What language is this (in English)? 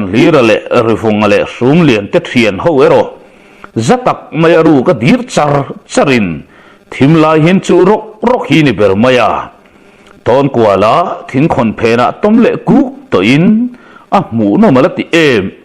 Mizo